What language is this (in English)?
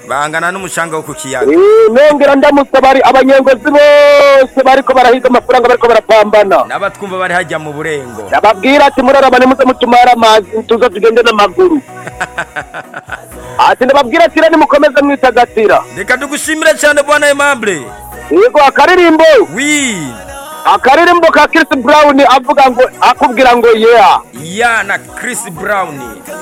Rundi